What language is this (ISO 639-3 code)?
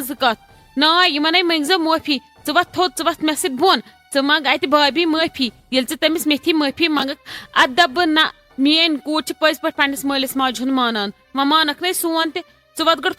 kas